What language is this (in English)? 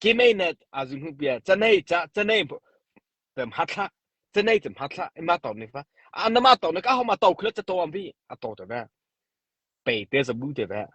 Mara Chin